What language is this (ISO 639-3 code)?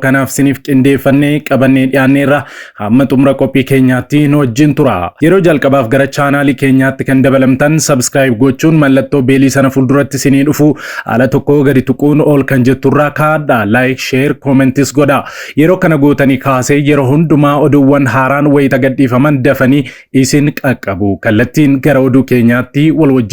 orm